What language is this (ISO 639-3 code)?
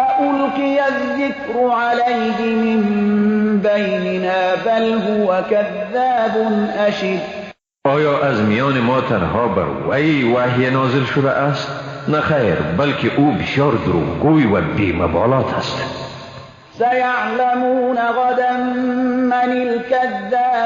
fas